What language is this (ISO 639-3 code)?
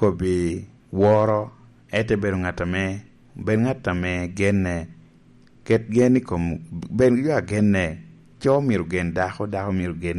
laj